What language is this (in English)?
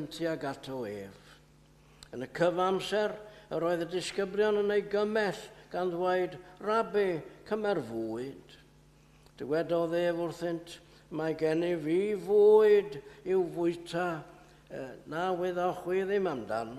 Welsh